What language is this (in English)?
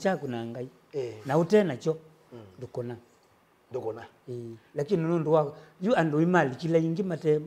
Kamba